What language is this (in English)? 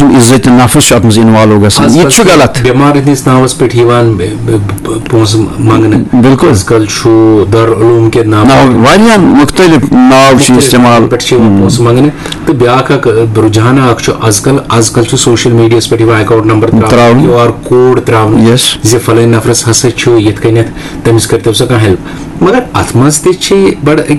Kashmiri